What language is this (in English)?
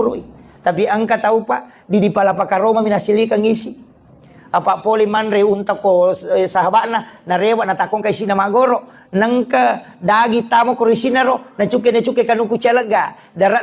Buginese